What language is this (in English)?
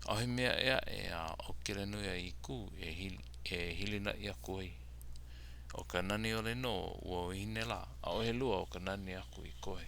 Hawaiian